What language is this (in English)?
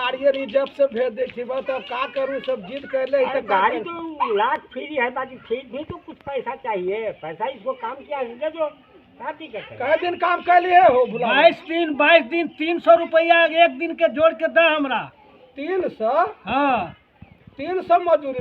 Magahi